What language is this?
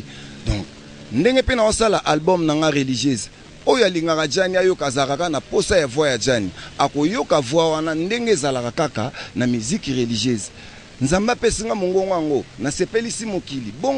Lingala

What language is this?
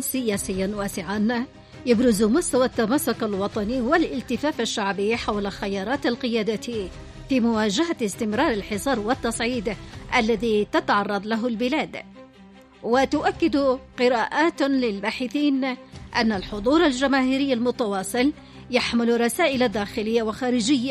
Arabic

